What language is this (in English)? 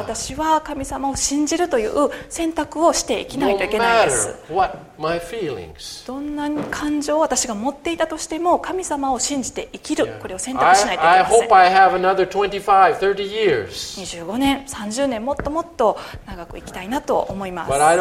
Japanese